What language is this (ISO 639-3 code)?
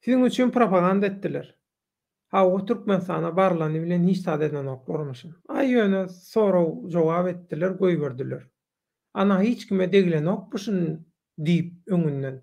tuk